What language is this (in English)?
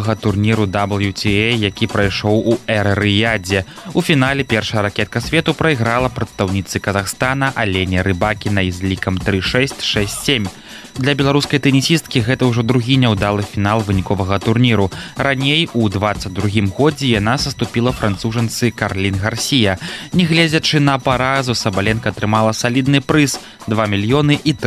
Belarusian